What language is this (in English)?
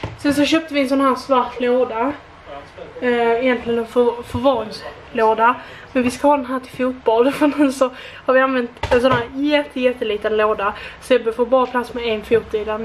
Swedish